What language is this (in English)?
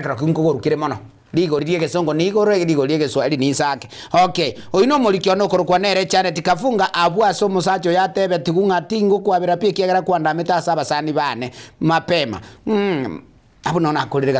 Gusii